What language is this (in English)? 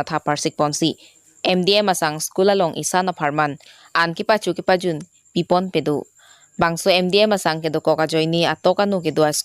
Karbi